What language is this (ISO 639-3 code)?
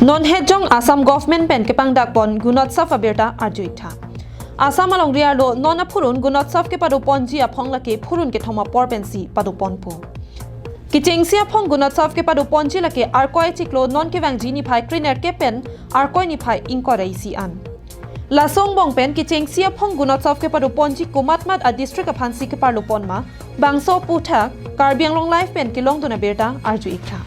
mjw